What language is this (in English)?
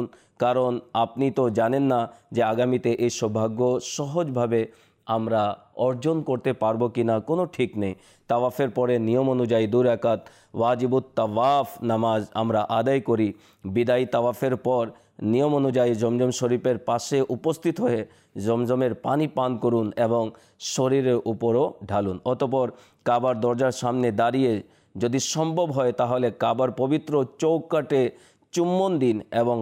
Bangla